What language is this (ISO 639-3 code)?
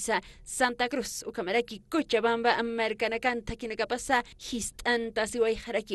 aym